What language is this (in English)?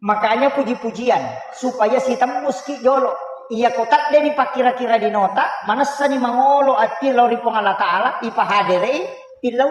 Buginese